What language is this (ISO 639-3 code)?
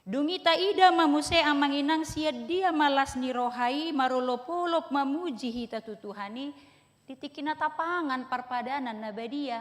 bbc